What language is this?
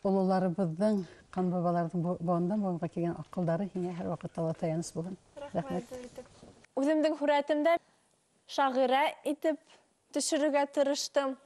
Bashkir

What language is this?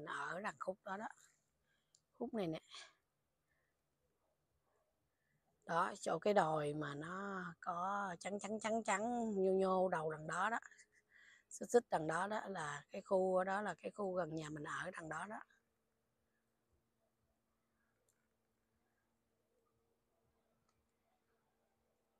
Vietnamese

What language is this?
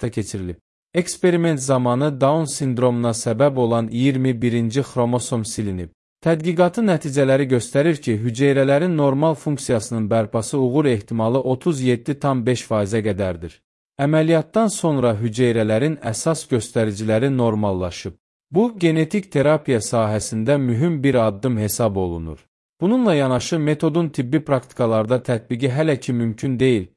Azerbaijani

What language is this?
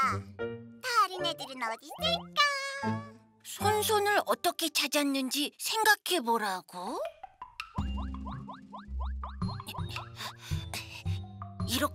Korean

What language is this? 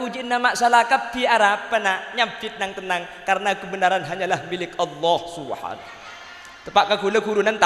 Madurese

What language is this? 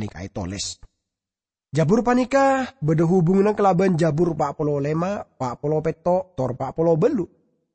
Madurese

